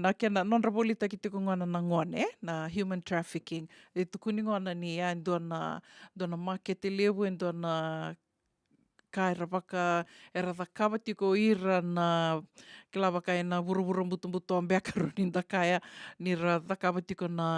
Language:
Fijian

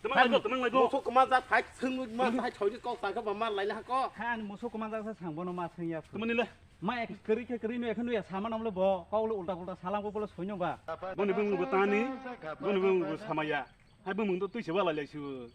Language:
Kok Borok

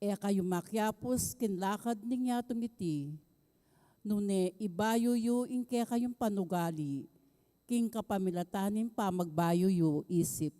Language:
Pampanga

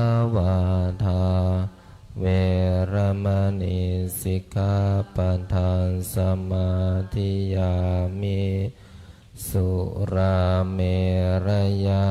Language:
Pali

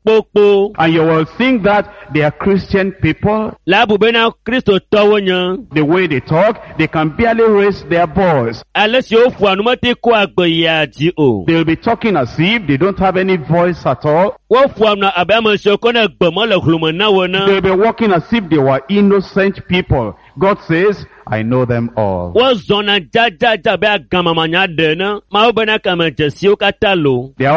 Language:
Ewe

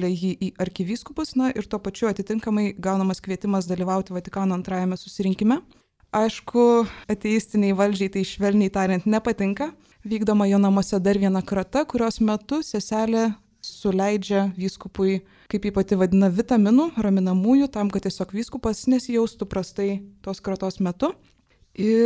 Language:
Lithuanian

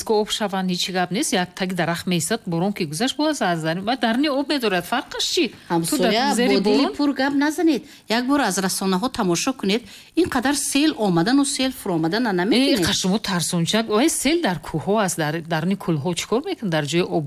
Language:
Tajik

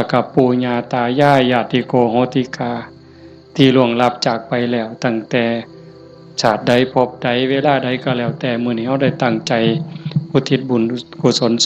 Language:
Northeastern Thai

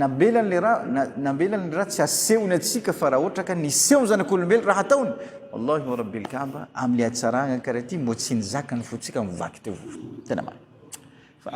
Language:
Malagasy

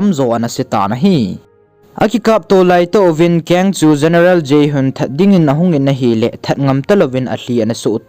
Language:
Thado Chin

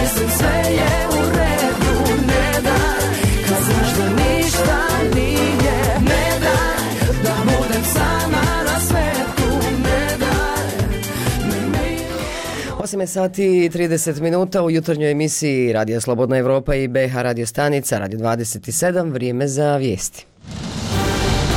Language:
Bosnian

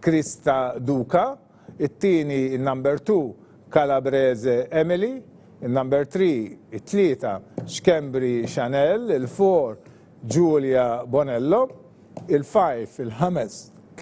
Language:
Maltese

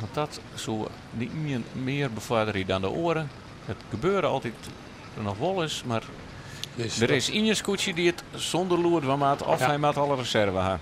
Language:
Western Frisian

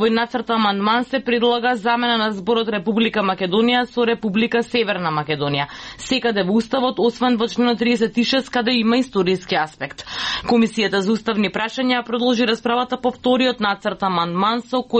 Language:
Macedonian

